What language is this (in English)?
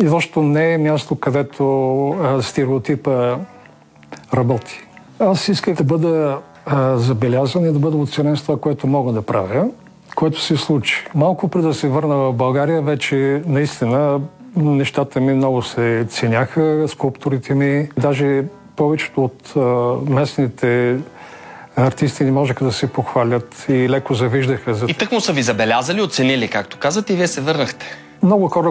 Bulgarian